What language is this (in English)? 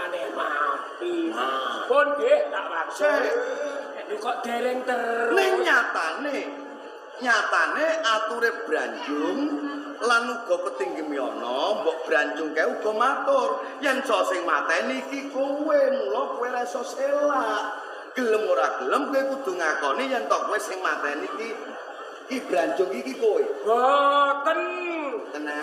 Javanese